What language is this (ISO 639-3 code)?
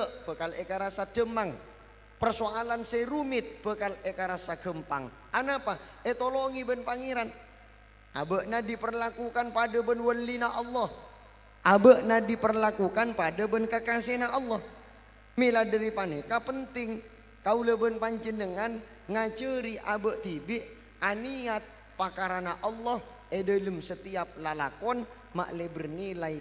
mad